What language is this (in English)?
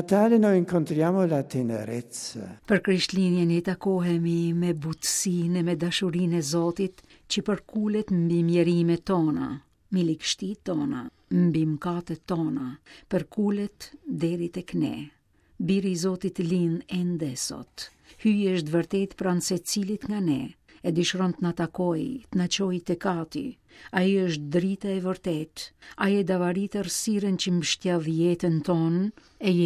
Albanian